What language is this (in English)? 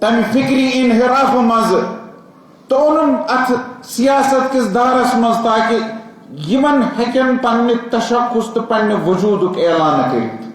Kashmiri